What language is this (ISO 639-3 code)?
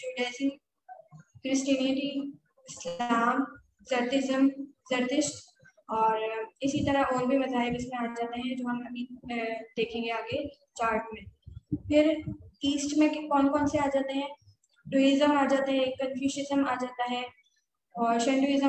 urd